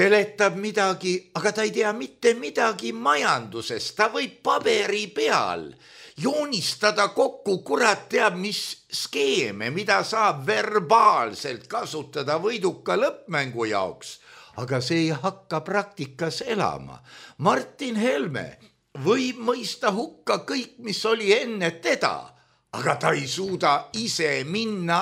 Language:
Estonian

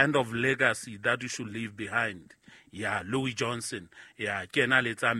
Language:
Southern Sotho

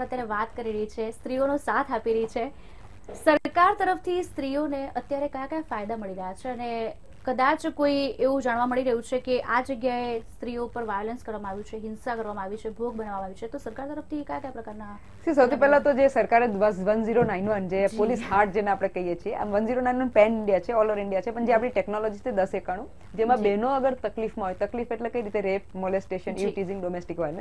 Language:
Gujarati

